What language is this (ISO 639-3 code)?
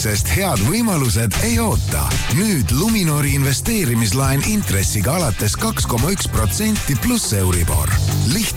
est